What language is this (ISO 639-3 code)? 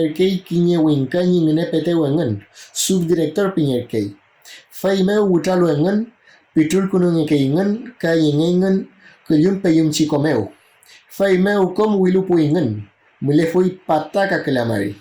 arn